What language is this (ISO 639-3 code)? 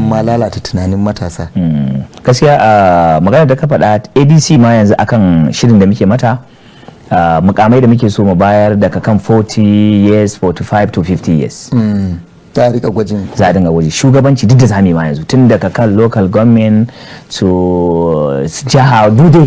hau